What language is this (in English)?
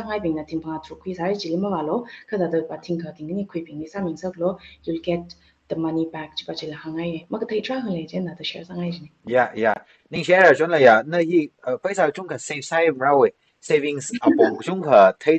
Tangkhul Naga (India)